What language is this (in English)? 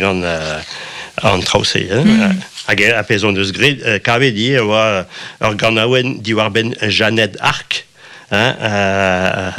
Breton